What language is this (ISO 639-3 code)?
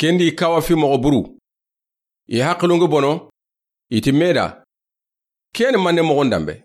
snk